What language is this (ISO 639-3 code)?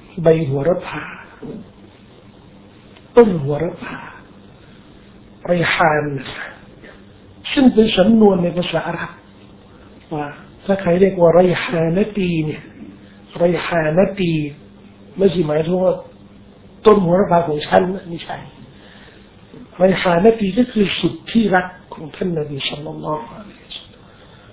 tha